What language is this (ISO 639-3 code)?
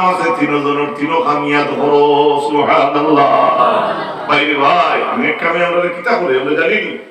syl